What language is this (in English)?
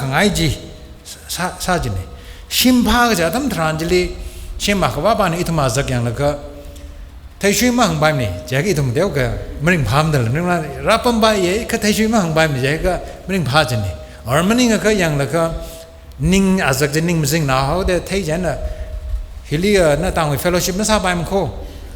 Tangkhul Naga (India)